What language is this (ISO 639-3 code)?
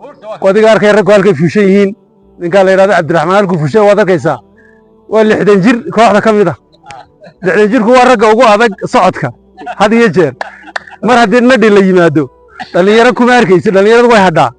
som